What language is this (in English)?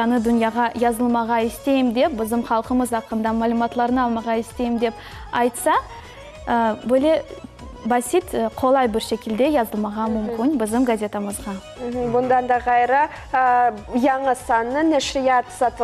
Crimean Tatar